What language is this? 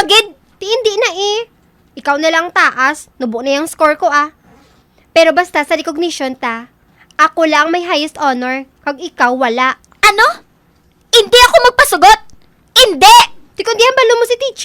Hiligaynon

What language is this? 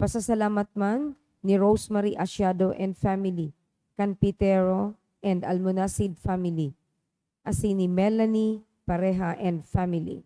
Bikol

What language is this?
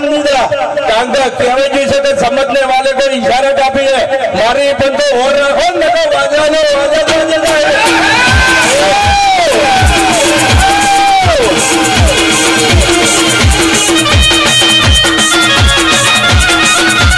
Gujarati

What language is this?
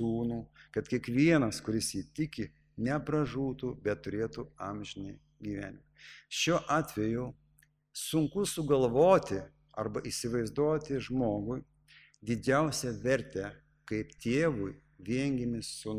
Lithuanian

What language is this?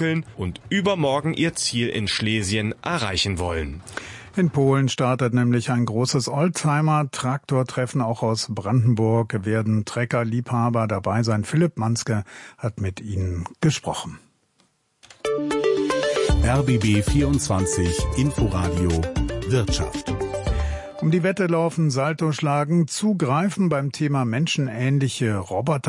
German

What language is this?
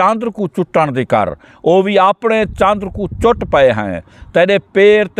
Saraiki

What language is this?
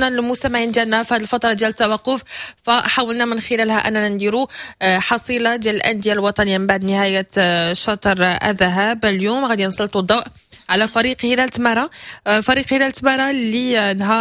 Moroccan Arabic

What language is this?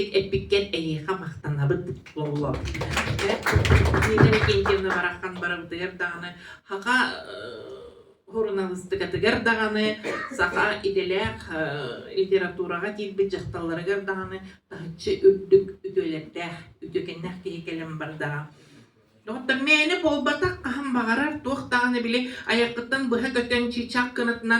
Yakut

